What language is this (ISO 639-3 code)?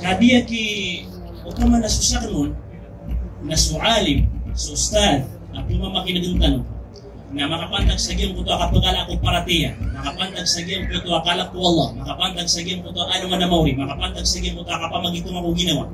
mrw